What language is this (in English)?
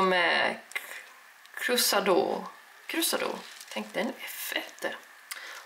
Swedish